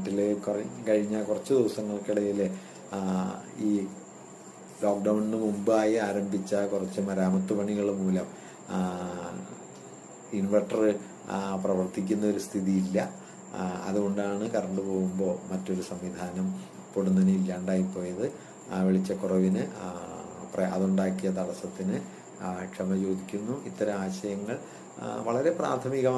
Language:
Malayalam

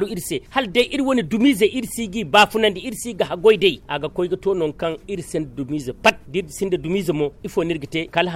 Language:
Zarma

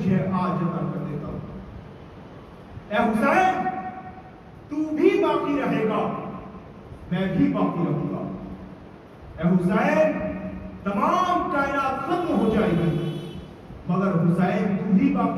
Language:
Urdu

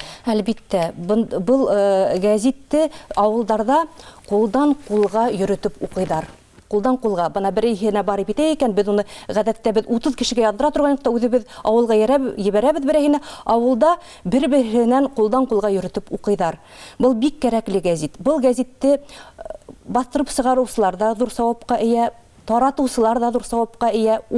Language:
Bashkir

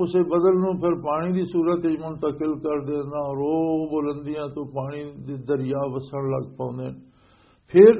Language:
Western Panjabi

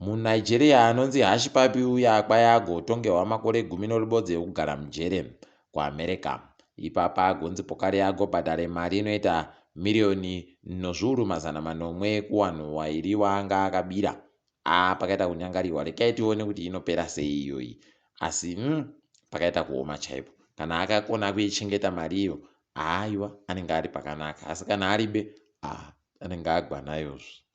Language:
Ndau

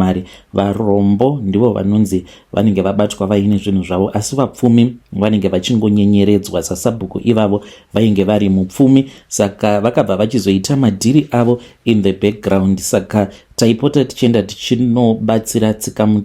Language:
Shona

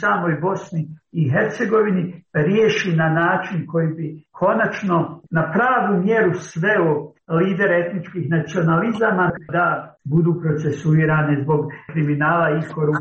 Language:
Serbian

